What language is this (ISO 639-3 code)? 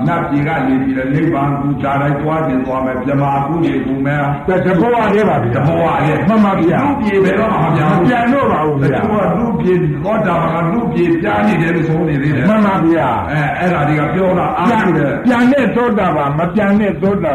mya